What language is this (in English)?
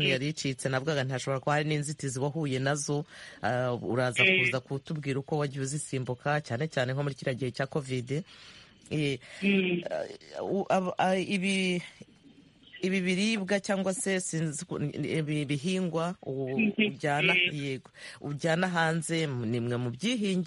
Kinyarwanda